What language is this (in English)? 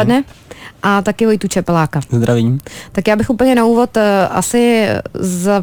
Czech